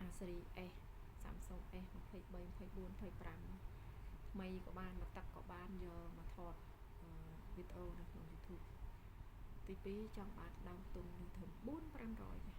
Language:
Khmer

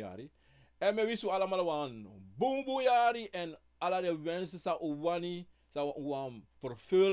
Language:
Sranan Tongo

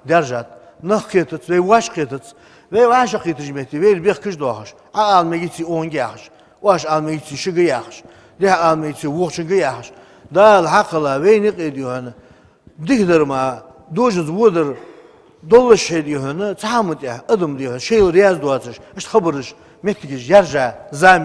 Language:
Ingush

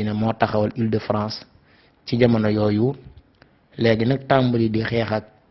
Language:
Wolof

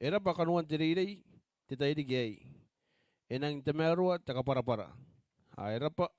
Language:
Gilbertese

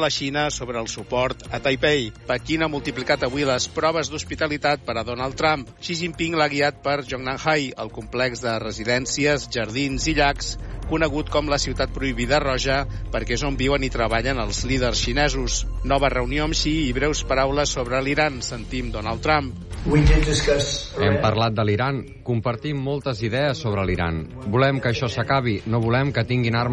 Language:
Catalan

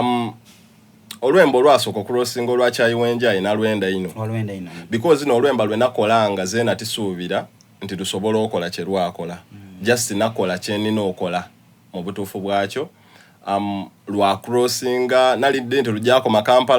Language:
Soga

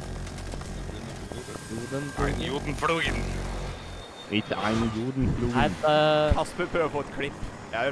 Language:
Norwegian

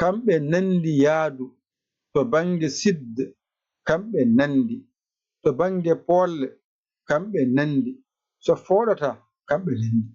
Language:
Fula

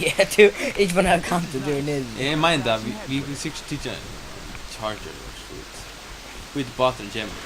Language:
Faroese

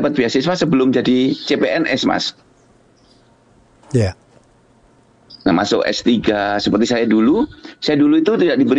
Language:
Indonesian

